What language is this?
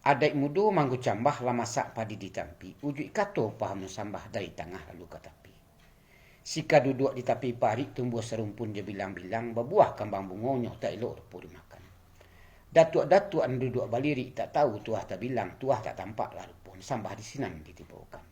Minangkabau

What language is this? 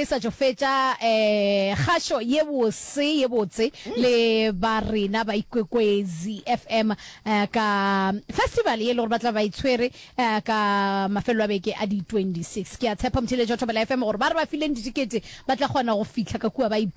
Northern Sotho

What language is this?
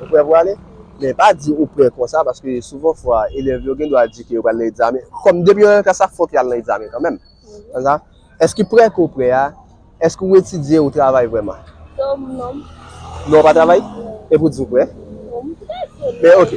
Haitian Creole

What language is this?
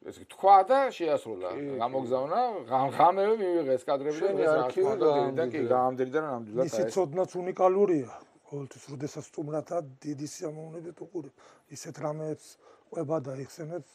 Georgian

